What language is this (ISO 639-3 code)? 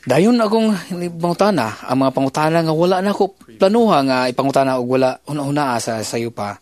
ceb